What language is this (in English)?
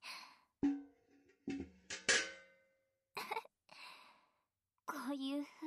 Japanese